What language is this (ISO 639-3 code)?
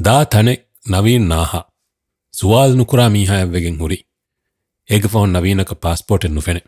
div